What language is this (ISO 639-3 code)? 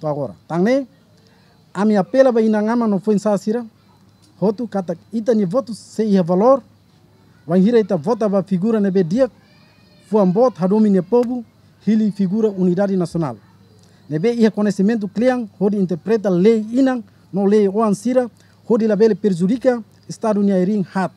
tet